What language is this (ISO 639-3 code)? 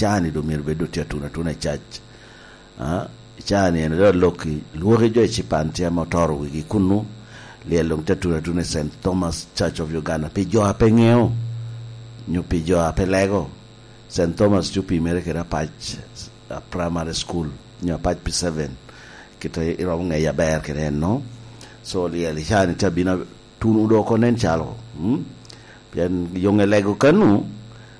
laj